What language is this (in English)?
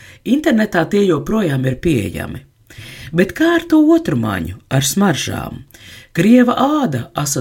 Latvian